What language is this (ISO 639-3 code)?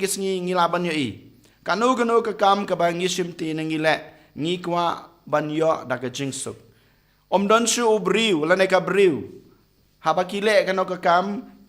kha